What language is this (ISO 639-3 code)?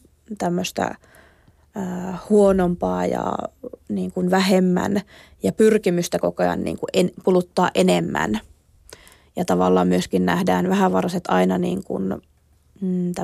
fin